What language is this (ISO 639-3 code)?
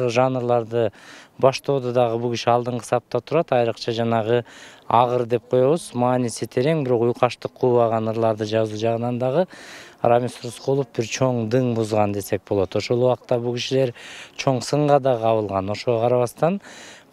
kir